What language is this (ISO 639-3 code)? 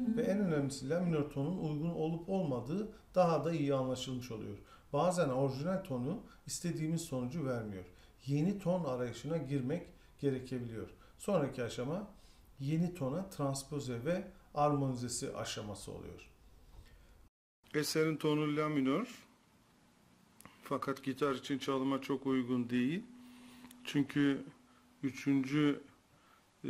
tur